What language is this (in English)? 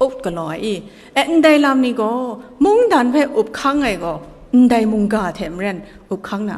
Kachin